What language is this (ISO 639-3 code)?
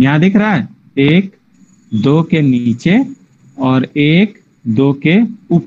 hin